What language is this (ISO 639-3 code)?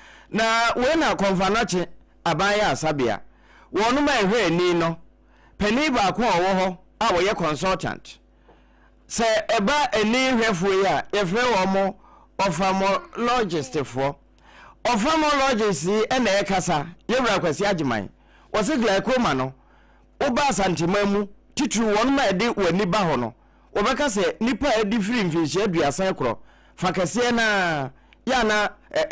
aka